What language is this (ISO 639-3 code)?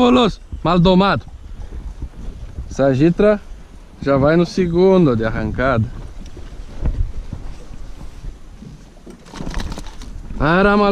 por